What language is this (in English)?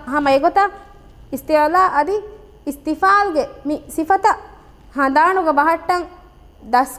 Divehi